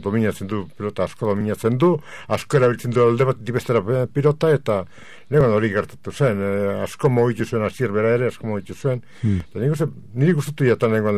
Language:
Basque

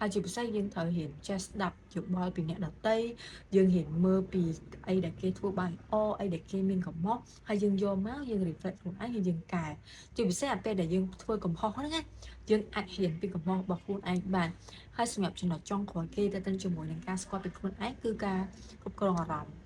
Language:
Khmer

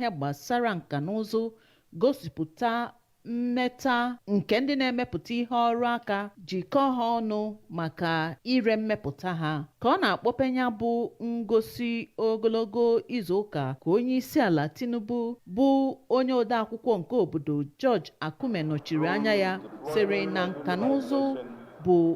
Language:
Igbo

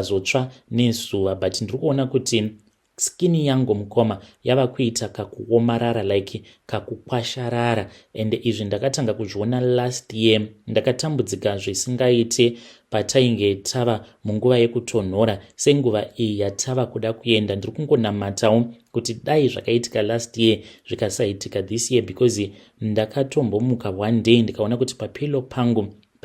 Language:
Shona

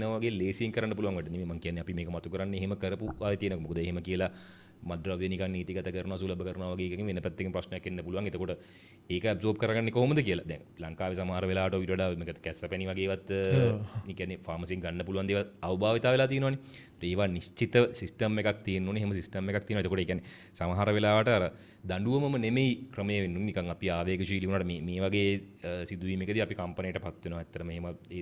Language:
Sinhala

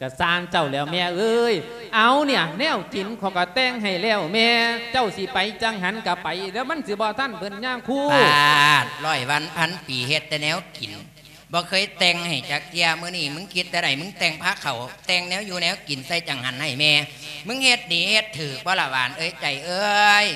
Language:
Lao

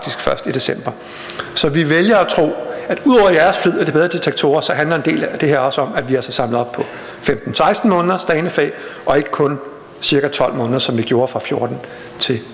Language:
Danish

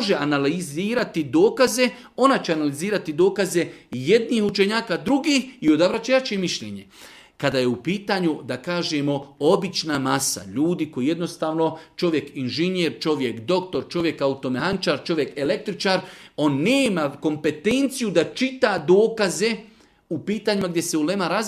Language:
Bosnian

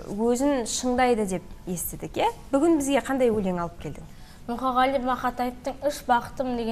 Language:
Kazakh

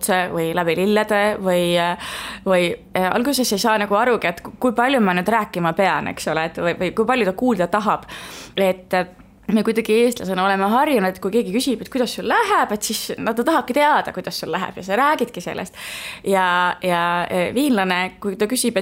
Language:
Estonian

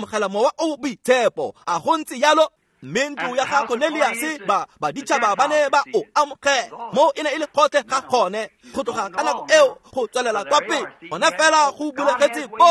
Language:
Tswana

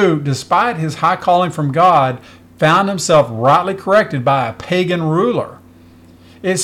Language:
English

